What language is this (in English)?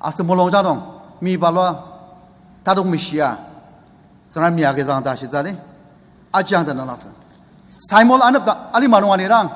Ao Naga